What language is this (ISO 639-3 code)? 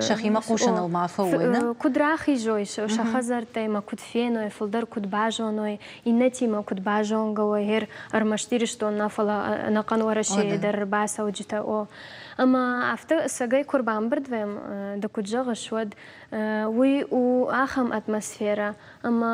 oss